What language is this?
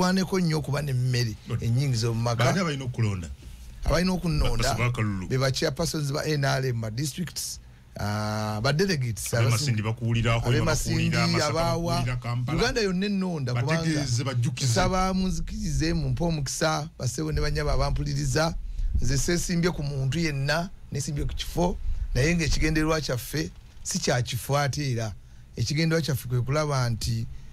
Ganda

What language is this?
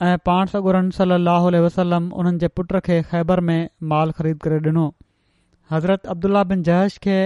Sindhi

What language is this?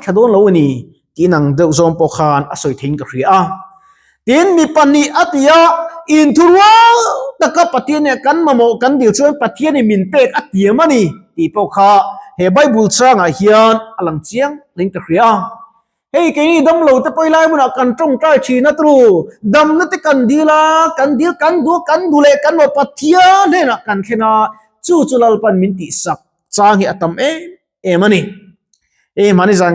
Mizo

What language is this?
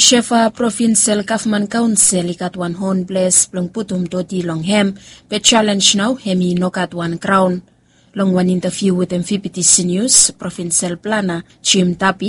Bislama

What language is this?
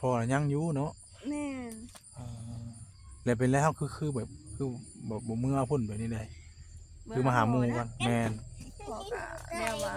Northeastern Thai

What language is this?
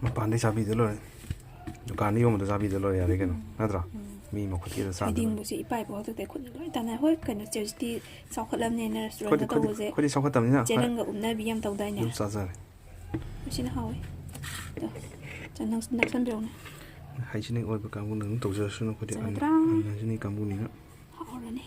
Manipuri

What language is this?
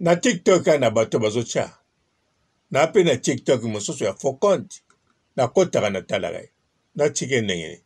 Lingala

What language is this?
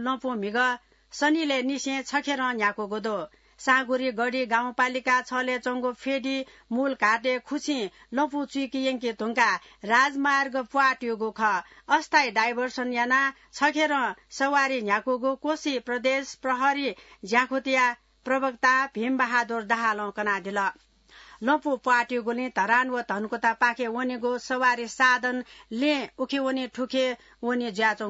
Newari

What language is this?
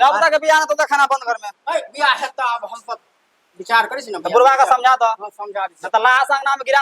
Maithili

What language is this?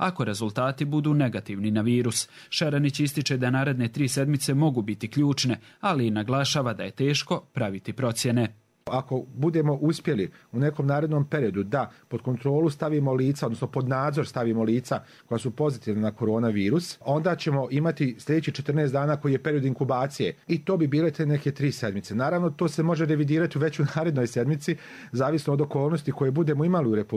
Bosnian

